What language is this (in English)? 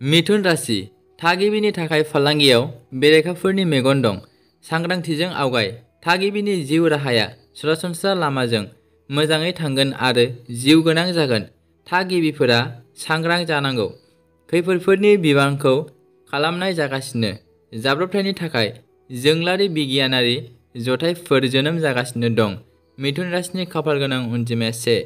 Bodo